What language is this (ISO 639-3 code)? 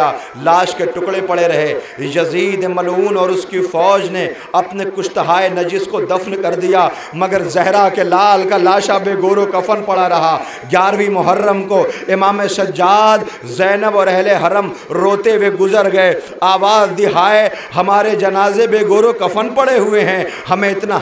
urd